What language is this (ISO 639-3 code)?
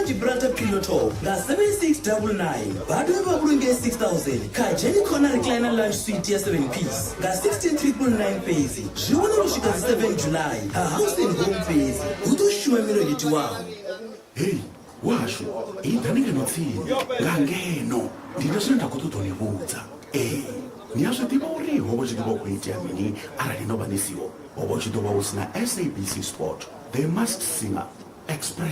ven